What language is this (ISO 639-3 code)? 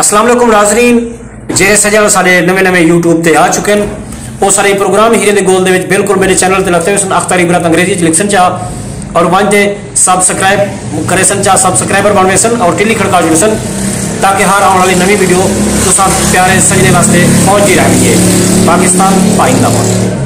skr